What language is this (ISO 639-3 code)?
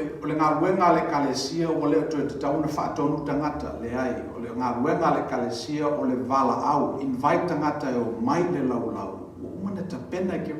smo